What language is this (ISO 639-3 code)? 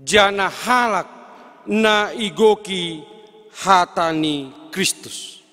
bts